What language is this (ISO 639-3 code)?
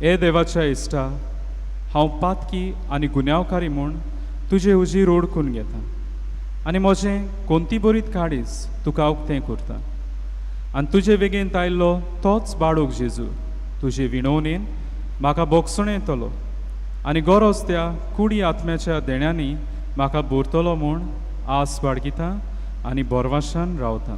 kok